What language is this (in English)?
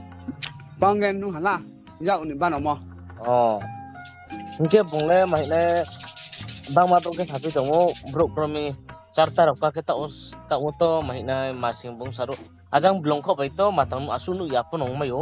Riang (India)